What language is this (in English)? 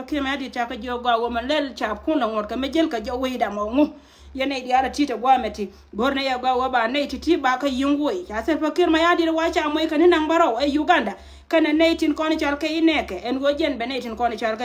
Nuer